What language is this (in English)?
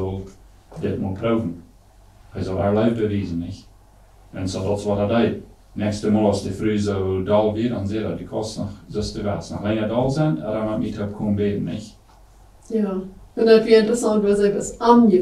Plautdietsch